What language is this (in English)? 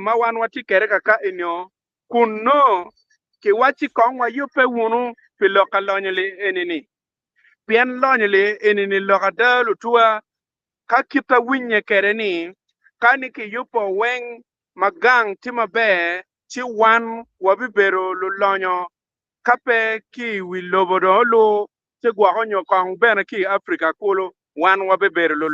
Acoli